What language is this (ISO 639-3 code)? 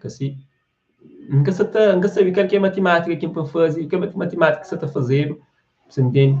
kea